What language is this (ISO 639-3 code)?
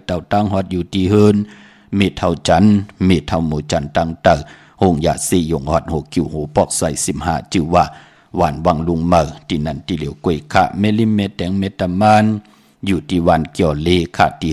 shn